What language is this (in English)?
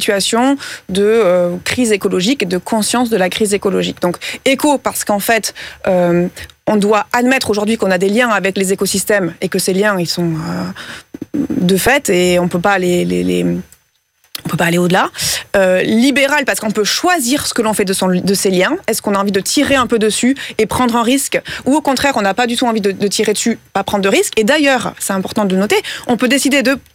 French